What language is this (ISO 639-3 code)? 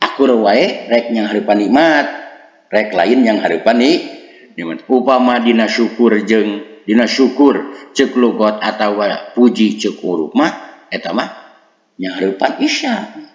sun